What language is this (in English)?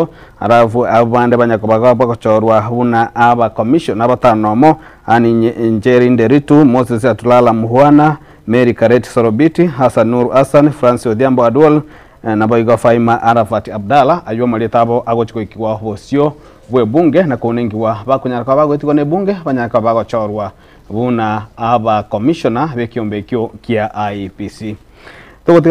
Gusii